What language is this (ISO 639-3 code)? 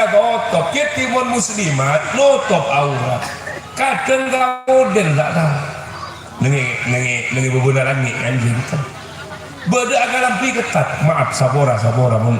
mad